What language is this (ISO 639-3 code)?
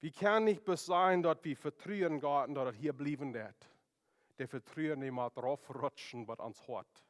pdt